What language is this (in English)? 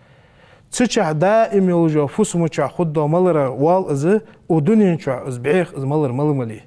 Ingush